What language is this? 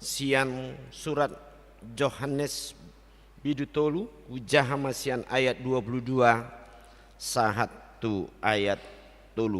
Batak Toba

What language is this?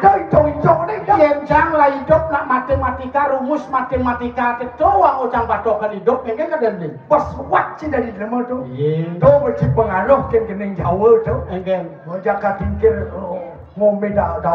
Balinese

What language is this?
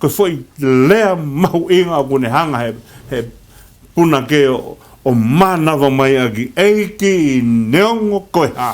Tongan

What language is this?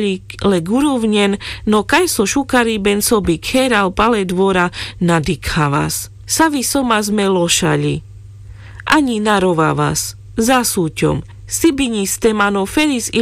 Carpathian Romani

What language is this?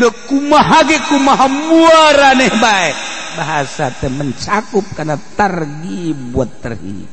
Sundanese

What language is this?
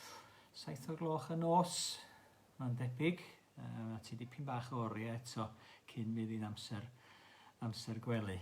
Welsh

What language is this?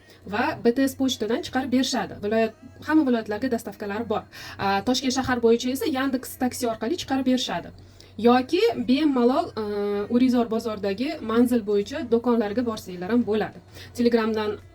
Uzbek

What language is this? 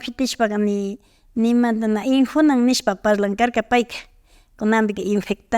Imbabura Highland Quichua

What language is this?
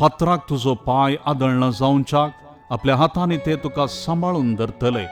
Konkani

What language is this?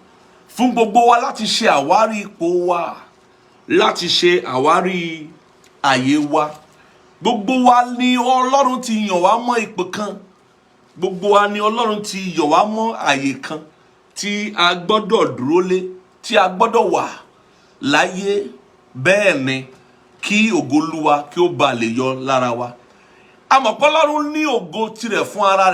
Yoruba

